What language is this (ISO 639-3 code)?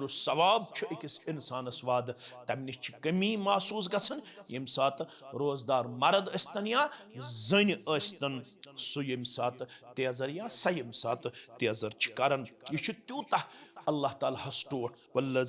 kas